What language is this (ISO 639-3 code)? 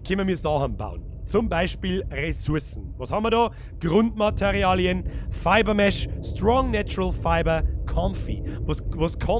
bar